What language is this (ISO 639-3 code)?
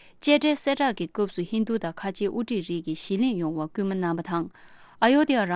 bod